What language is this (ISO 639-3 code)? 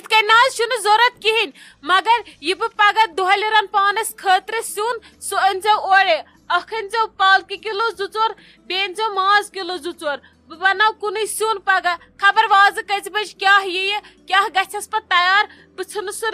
kas